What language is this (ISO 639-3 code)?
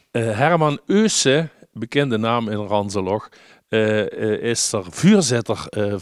lim